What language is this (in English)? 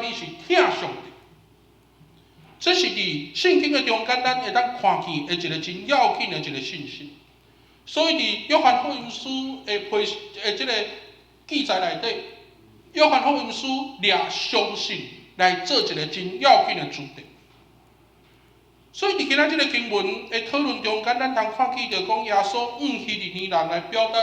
Min Nan Chinese